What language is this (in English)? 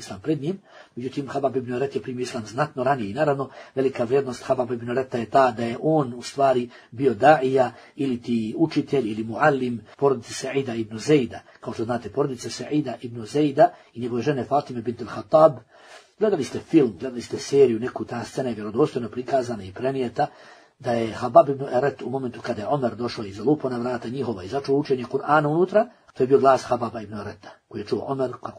Bosnian